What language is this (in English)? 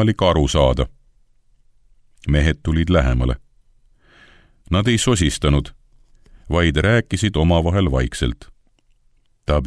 Estonian